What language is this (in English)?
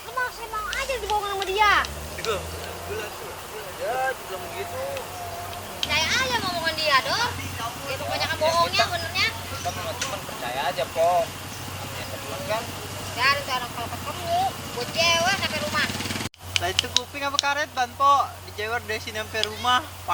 Betawi